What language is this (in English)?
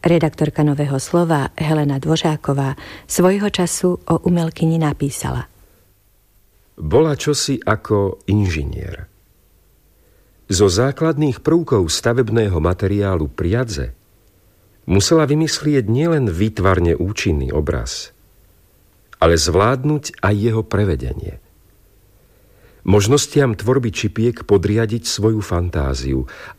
Slovak